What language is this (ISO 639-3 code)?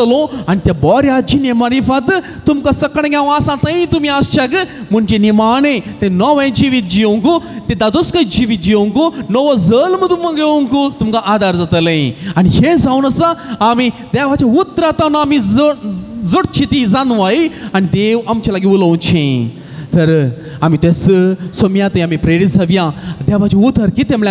kok